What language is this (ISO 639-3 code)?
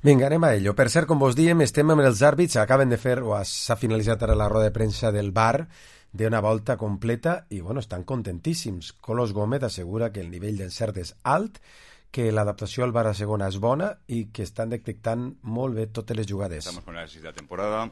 cat